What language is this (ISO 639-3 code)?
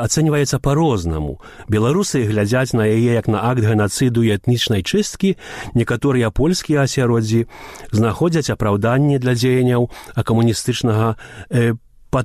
bel